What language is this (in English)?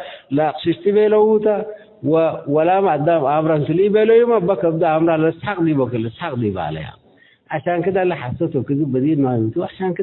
Tigre